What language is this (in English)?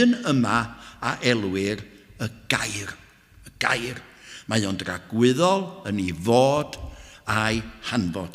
Welsh